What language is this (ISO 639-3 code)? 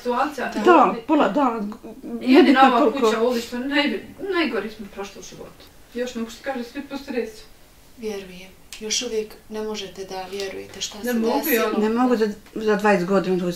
bos